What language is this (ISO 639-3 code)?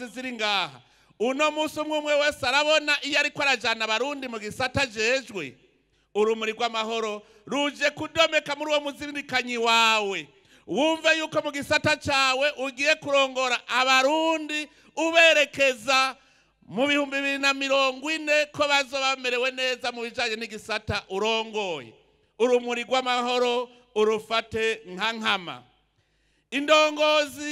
run